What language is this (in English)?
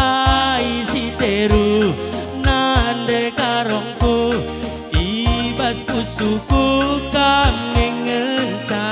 Batak Karo